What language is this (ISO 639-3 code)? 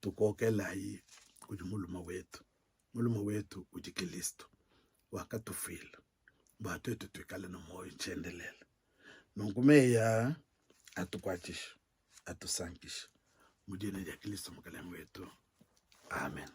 lua